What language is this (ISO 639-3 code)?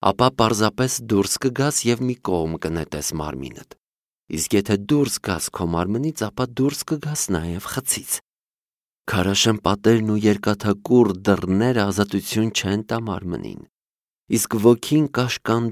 hye